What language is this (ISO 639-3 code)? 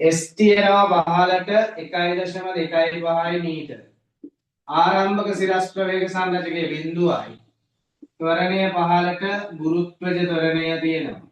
sin